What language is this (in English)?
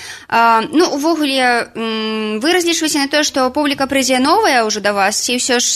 Belarusian